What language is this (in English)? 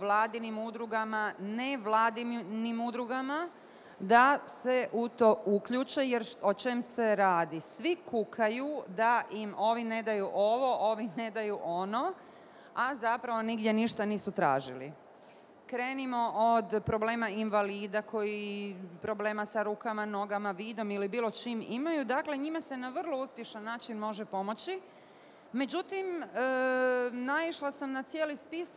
Bosnian